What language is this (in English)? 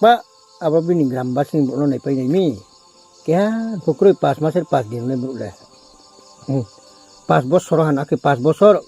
Riang (India)